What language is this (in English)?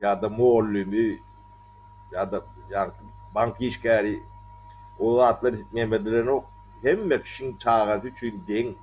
Turkmen